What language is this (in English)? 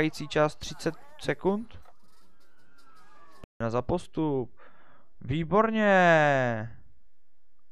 Czech